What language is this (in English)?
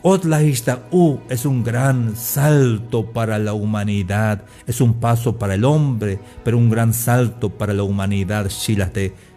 Tzeltal